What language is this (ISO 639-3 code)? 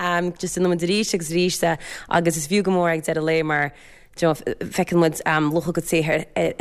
gle